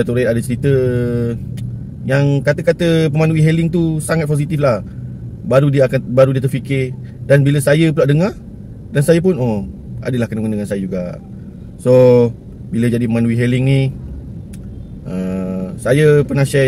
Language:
Malay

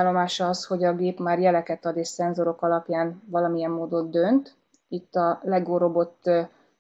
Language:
Hungarian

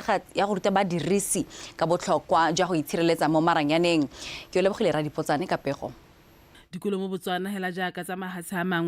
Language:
Tswana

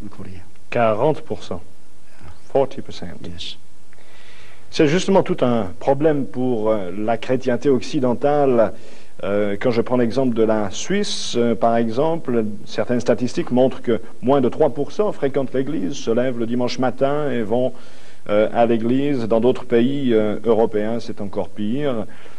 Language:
French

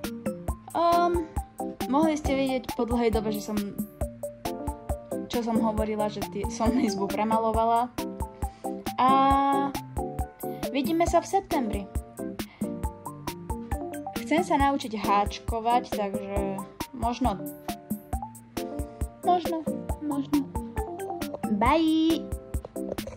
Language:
Slovak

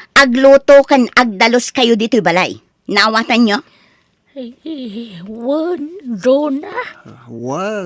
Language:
Iloko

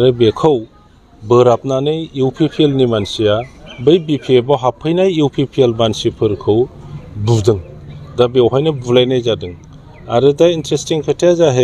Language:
Bodo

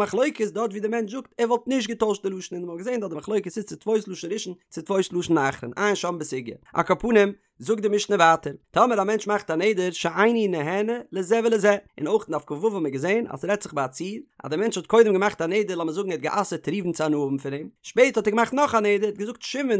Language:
Yiddish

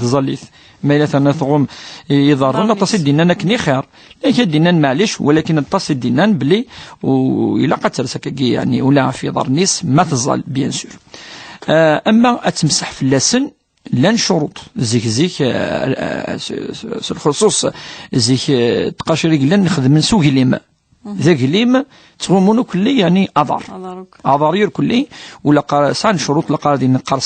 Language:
Kabyle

